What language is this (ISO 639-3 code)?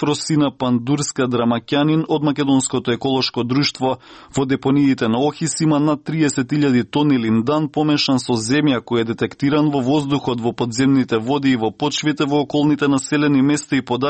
mkd